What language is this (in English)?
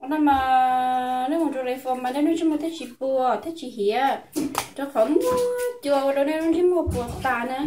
Hmong